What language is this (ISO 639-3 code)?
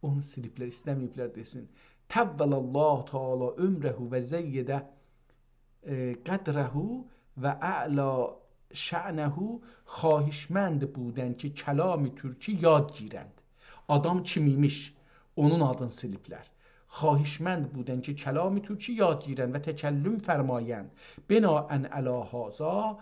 azb